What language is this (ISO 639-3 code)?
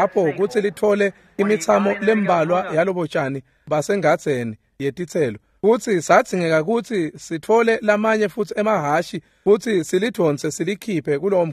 ssw